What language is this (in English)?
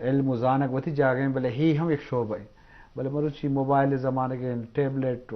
Eastern Balochi